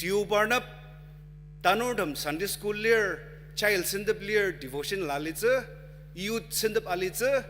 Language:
Ao Naga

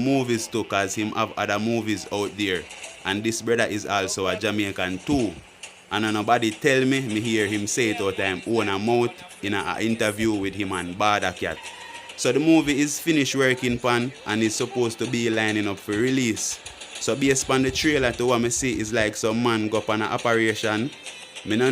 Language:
Jamaican Creole English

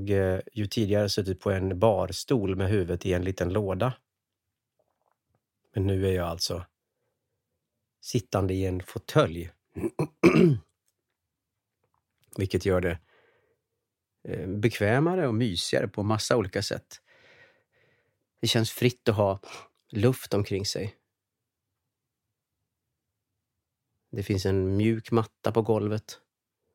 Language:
Swedish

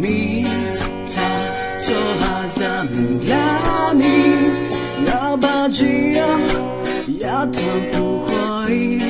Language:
Akha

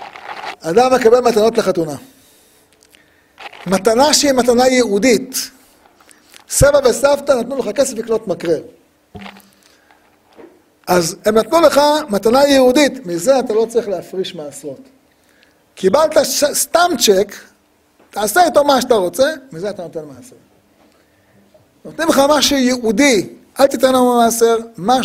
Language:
Hebrew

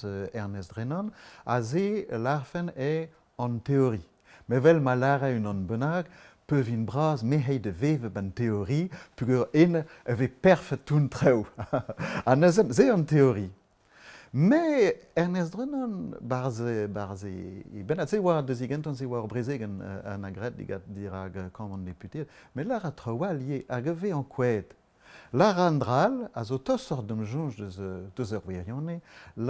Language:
Breton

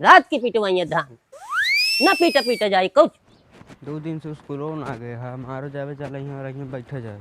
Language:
Awadhi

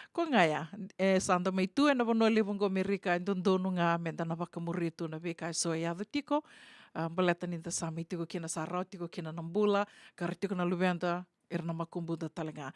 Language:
Fijian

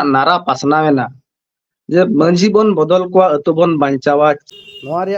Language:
Santali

